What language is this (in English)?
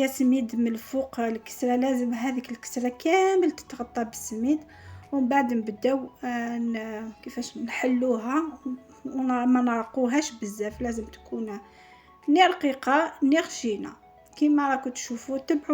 Algerian Arabic